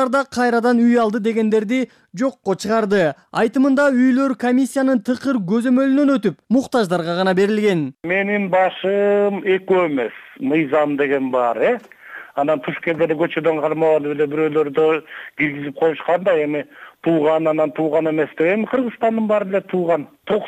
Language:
Kyrgyz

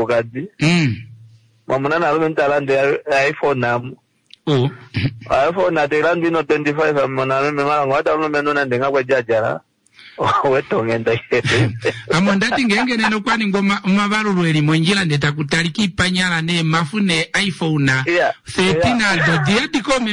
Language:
Kuanyama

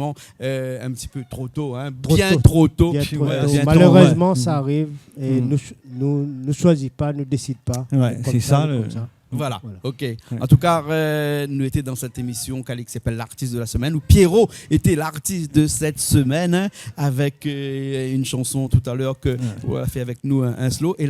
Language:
Réunion Creole French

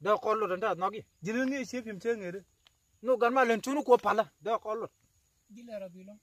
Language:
Nuer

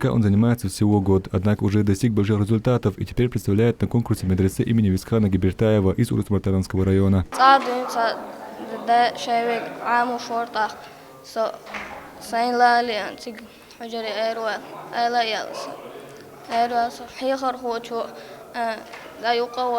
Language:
Chechen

